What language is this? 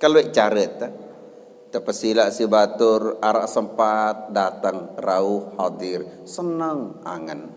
Sasak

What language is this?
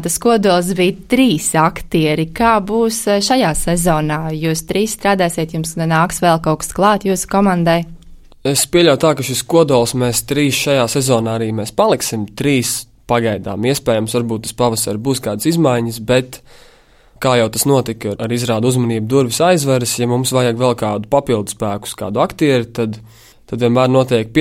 Latvian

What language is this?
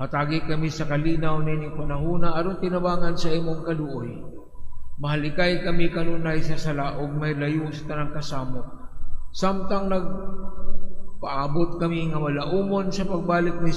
Cebuano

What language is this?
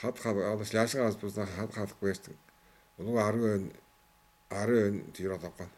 Tuvinian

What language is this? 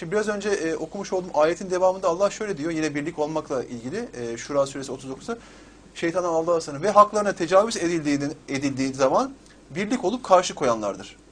Turkish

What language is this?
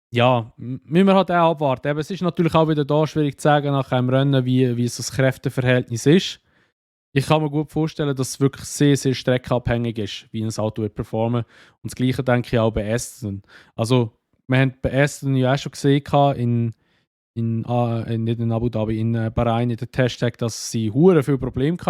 Swiss German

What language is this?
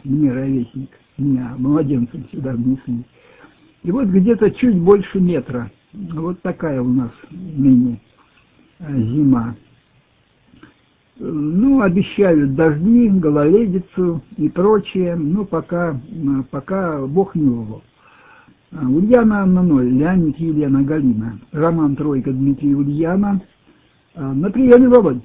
Russian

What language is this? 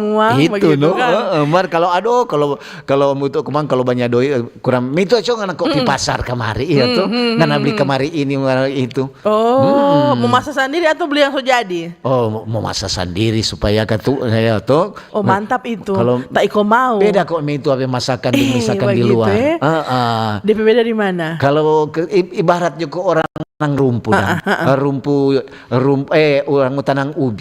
Manado Malay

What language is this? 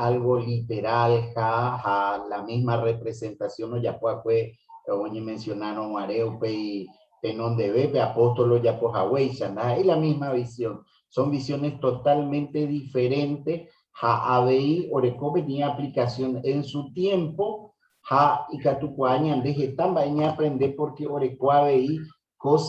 Guarani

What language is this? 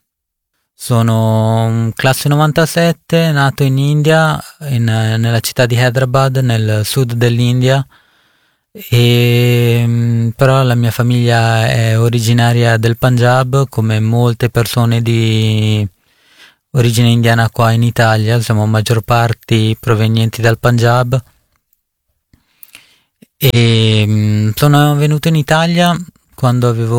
Italian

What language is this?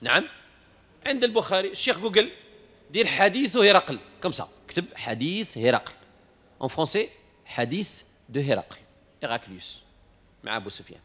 Moroccan Arabic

